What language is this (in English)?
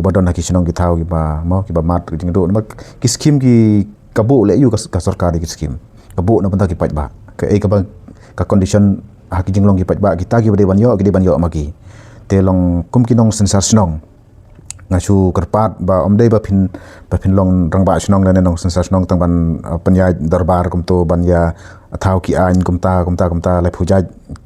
Khasi